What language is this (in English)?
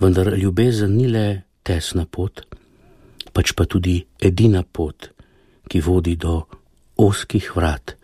Slovenian